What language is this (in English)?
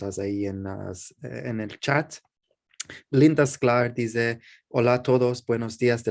Ladino